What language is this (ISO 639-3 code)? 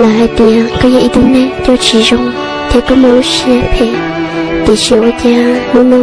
hmn